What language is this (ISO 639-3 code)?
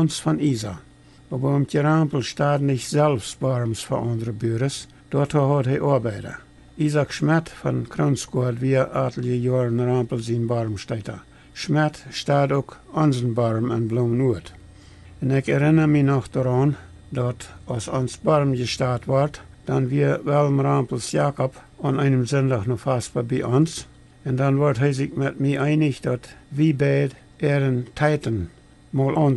pdt